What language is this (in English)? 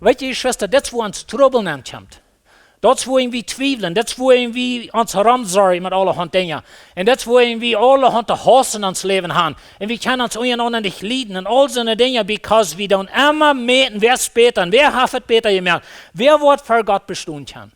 Plautdietsch